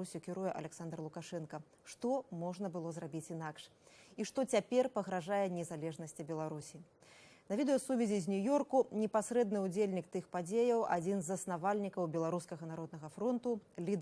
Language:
Belarusian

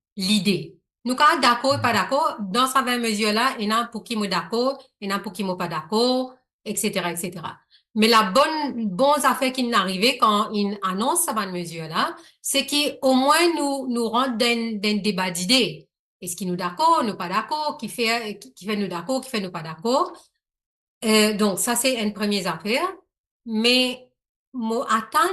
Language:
Morisyen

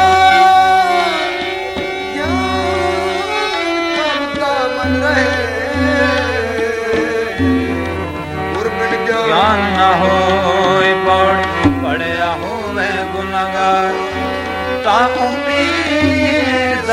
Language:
Punjabi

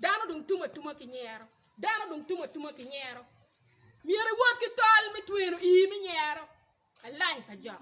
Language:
Acoli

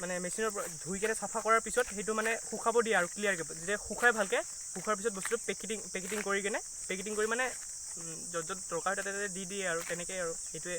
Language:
Assamese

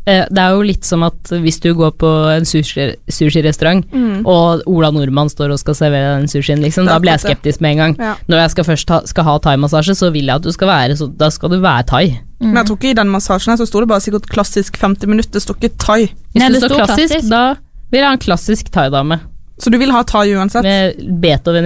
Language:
Norwegian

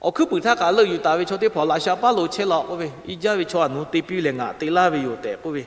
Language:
Lahu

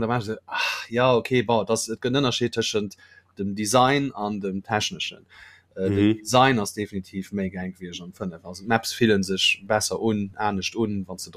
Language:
Luxembourgish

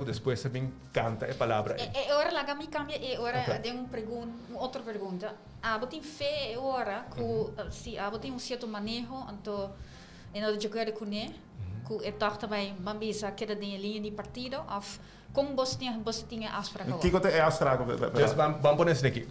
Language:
Papiamento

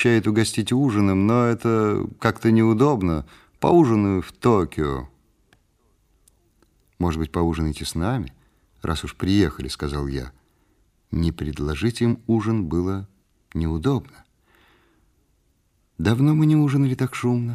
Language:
Russian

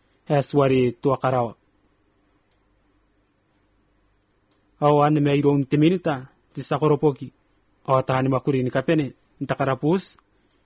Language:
Gilbertese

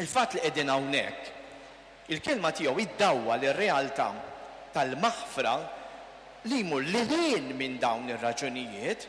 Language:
Maltese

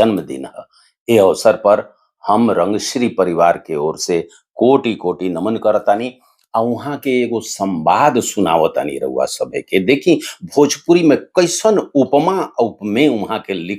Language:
Bhojpuri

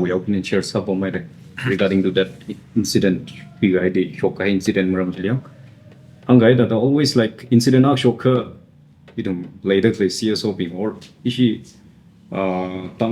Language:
Tangkhul Naga (India)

